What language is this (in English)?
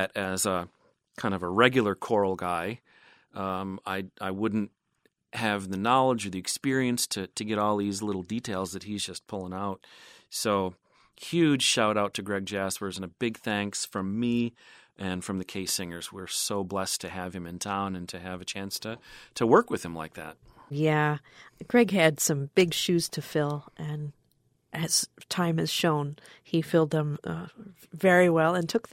English